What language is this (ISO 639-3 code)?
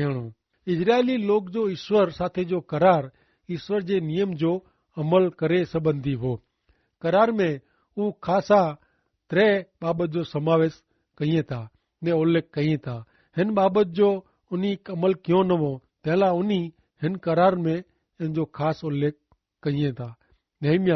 kfr